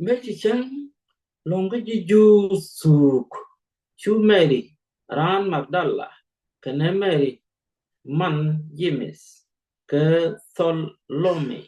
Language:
Nuer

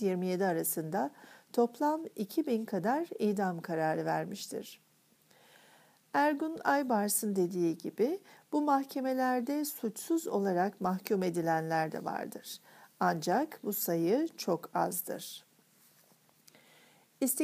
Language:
Turkish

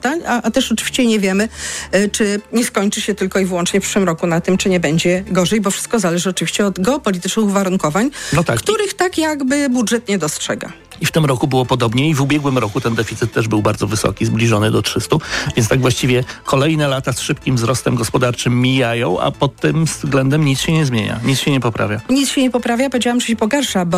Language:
Polish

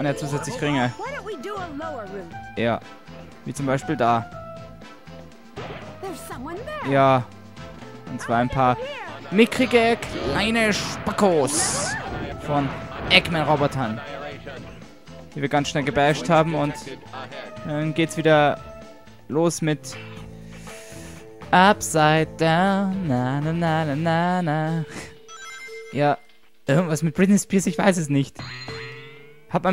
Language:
German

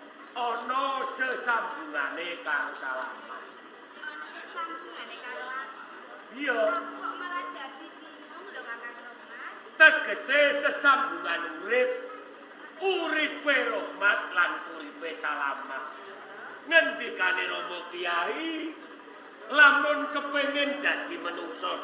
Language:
Javanese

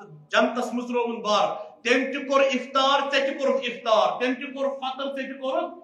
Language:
Kashmiri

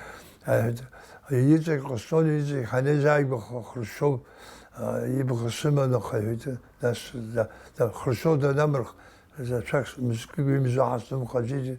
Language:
Abkhazian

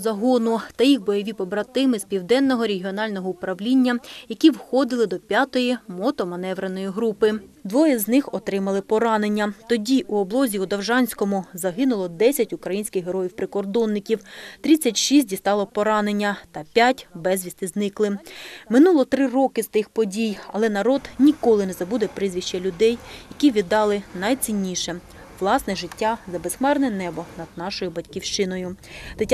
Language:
Ukrainian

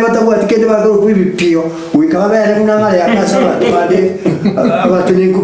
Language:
Gusii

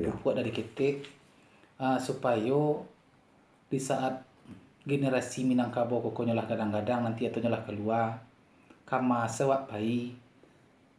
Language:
Minangkabau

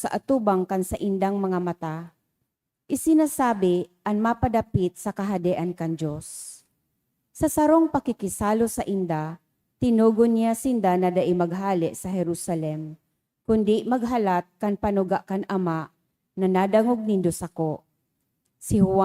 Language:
Bikol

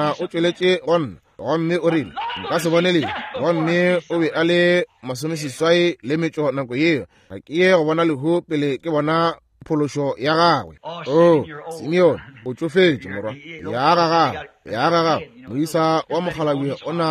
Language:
Northern Sotho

